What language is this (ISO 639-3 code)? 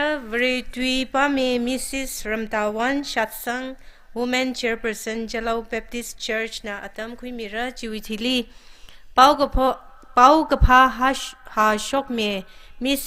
nmf